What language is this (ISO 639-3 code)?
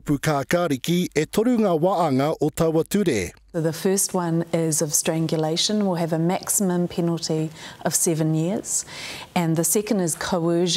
mri